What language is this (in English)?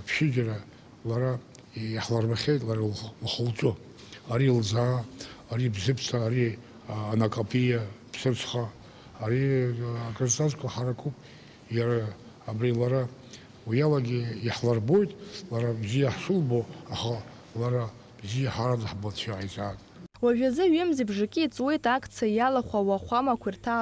Abkhazian